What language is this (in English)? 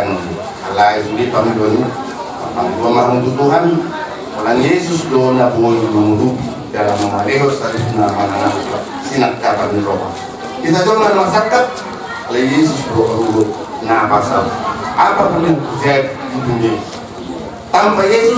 Batak Toba